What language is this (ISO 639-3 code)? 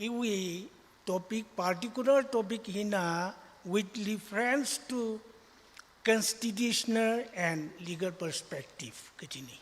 nmf